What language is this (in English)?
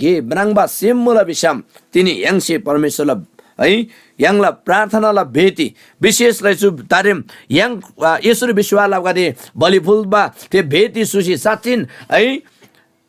Eastern Tamang